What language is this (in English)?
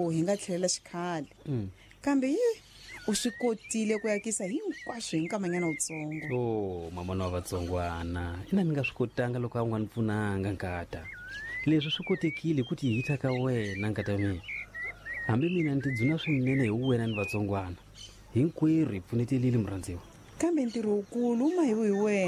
Tsonga